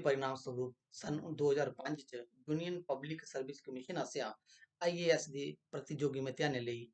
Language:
Dogri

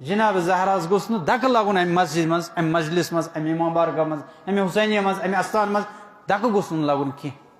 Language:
Kashmiri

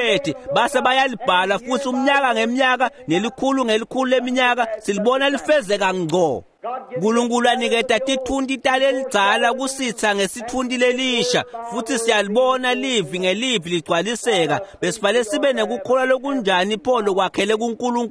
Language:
Swati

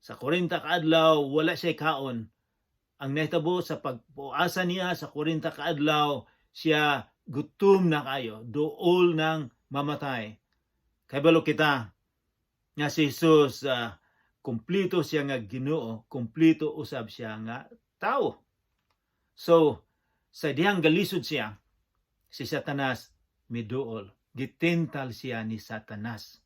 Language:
Cebuano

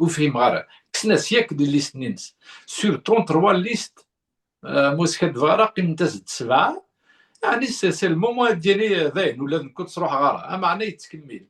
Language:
Kabyle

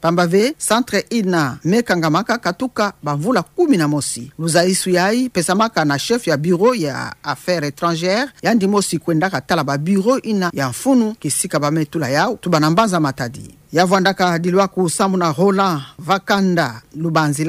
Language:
Kituba (Democratic Republic of Congo)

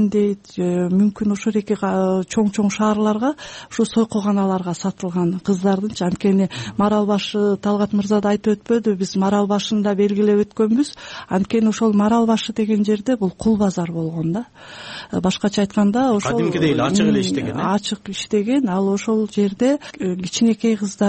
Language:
Kyrgyz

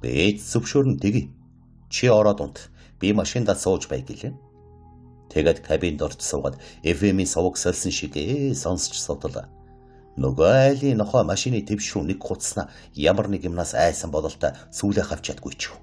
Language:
Mongolian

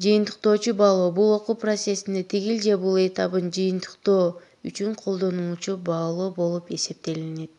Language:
Kyrgyz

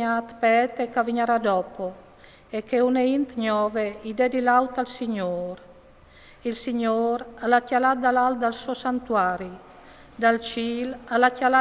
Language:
Friulian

